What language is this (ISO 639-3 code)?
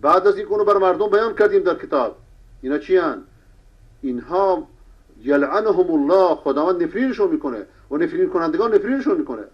fas